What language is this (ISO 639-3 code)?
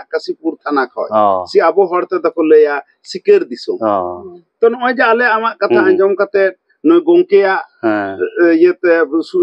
sat